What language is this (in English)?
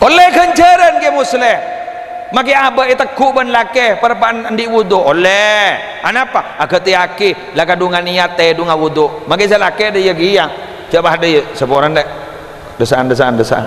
Madurese